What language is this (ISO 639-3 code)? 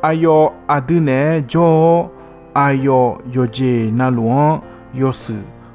ahk